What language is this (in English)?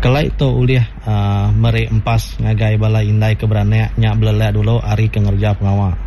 Iban